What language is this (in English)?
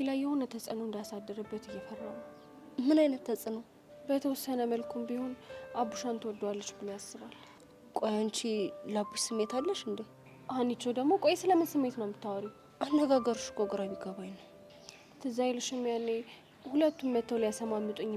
Amharic